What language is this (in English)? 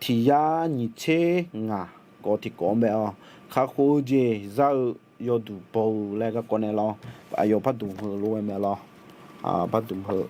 Akha